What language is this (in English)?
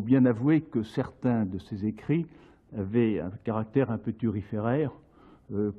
French